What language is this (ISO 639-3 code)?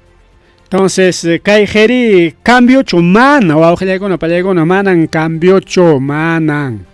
quy